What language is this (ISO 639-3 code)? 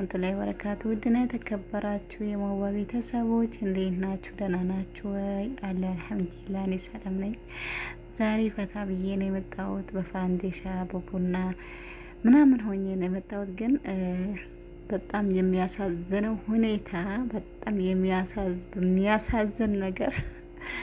amh